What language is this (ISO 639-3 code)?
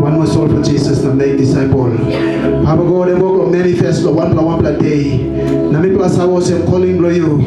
tpi